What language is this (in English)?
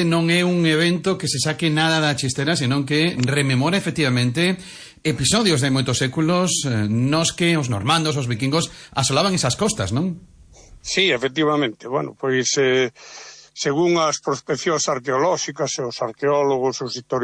Galician